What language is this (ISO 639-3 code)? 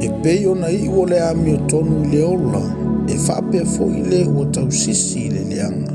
smo